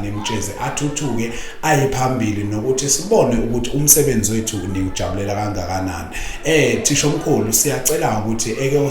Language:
Zulu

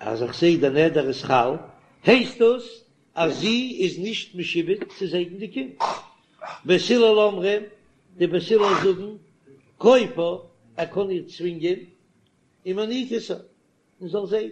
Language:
Yiddish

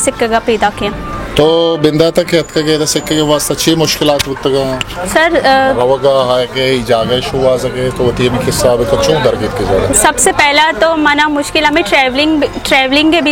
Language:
Baluchi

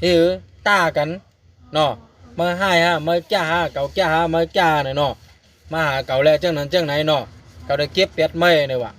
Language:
Shan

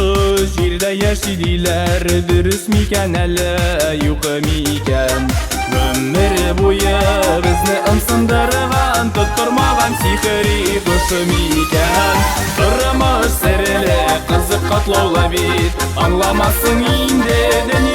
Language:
Tatar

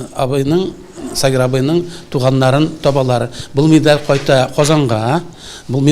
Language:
Tatar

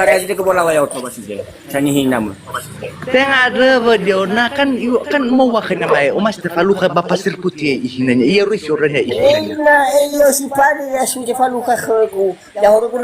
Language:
Nias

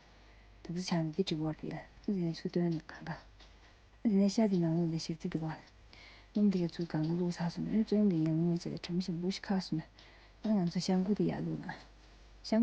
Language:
Tibetan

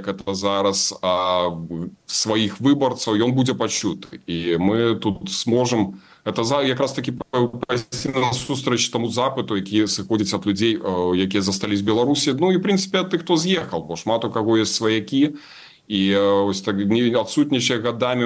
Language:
Belarusian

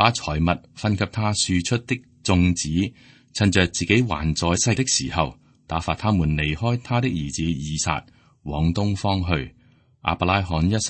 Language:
Cantonese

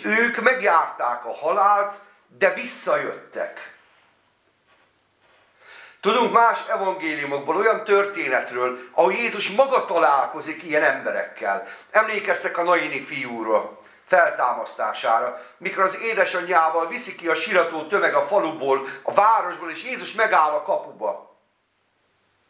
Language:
Hungarian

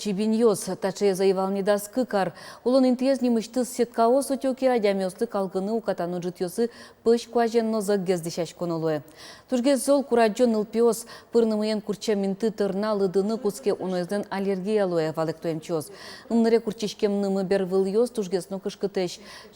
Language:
Udmurt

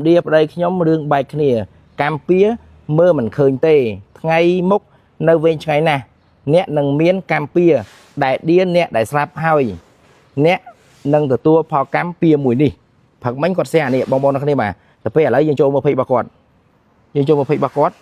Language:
Khmer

